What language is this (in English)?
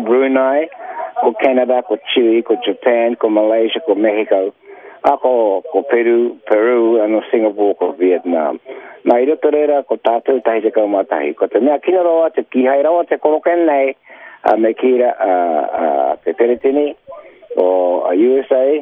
Māori